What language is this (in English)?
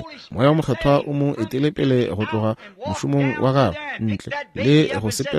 Northern Sotho